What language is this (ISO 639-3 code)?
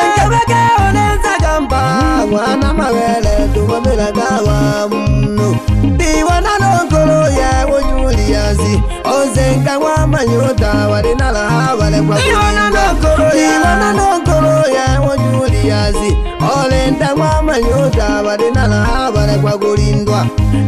swa